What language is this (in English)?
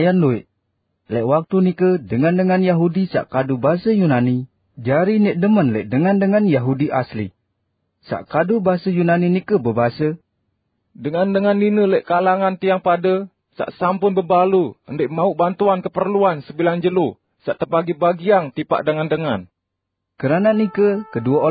Sasak